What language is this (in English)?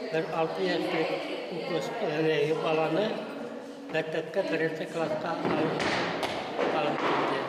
Bashkir